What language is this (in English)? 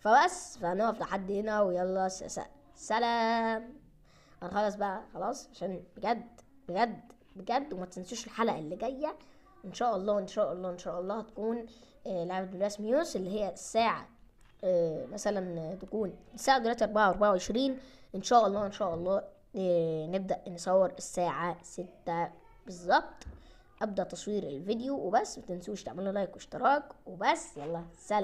Egyptian Arabic